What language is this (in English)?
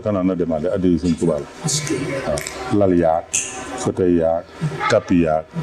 Wolof